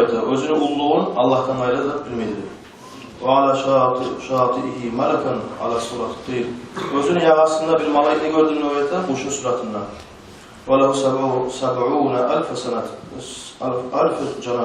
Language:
Kumyk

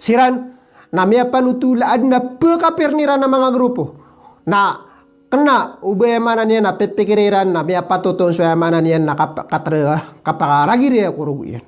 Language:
Maranao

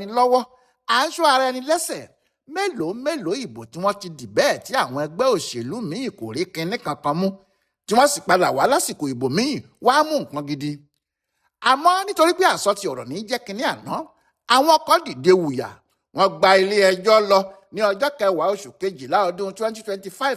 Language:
Yoruba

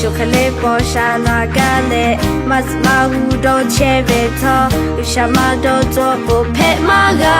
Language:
Lahu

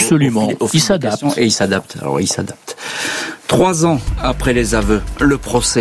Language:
French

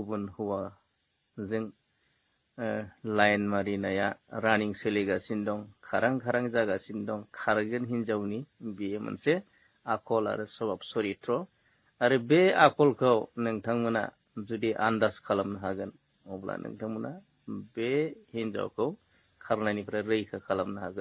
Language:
Bodo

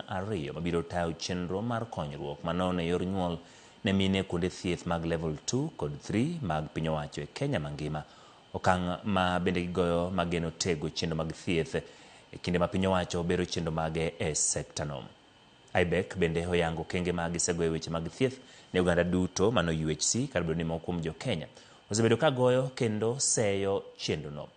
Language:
Luo (Kenya and Tanzania)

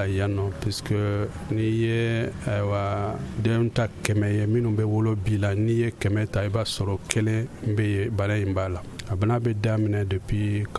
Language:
Bambara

